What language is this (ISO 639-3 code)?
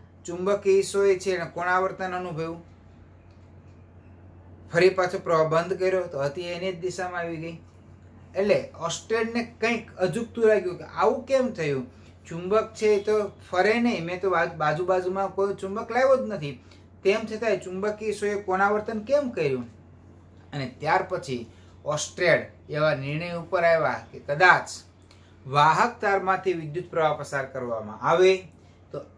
guj